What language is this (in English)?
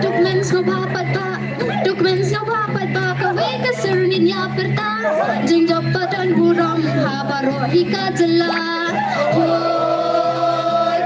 Khasi